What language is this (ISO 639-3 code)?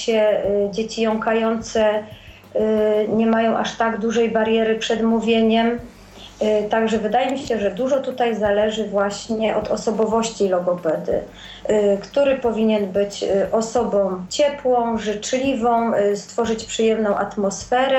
pol